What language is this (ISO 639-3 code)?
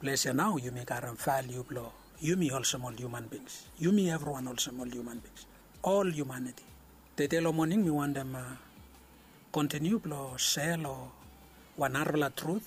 bis